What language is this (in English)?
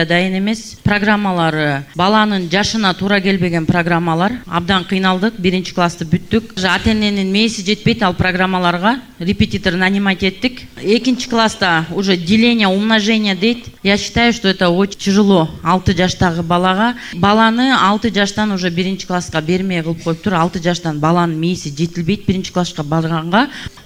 Kyrgyz